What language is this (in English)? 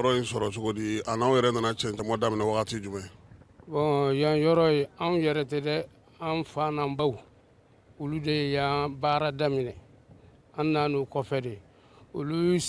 Bambara